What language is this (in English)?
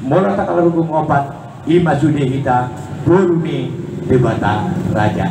Batak Toba